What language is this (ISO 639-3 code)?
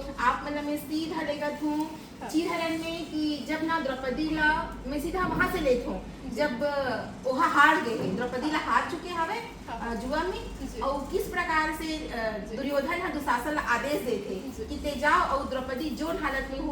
hne